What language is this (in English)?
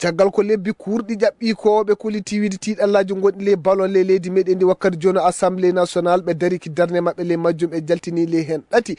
Maasina Fulfulde